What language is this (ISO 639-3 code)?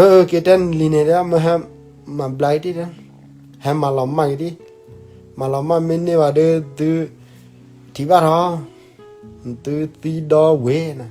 ksw